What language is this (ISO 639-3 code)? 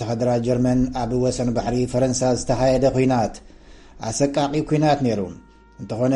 tir